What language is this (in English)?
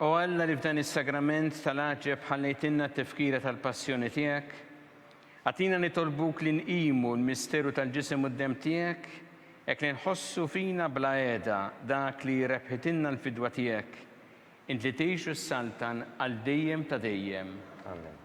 Maltese